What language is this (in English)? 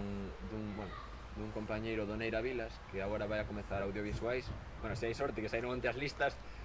Galician